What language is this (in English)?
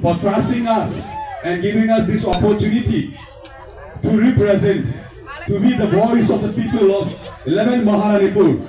Kok Borok